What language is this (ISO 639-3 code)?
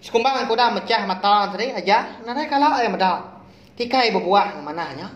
iba